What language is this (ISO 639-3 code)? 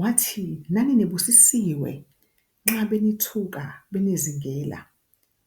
zul